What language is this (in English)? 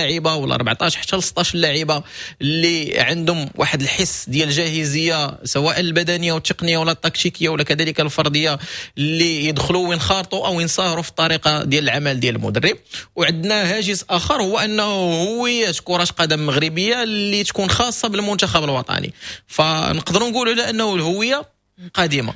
Moroccan Arabic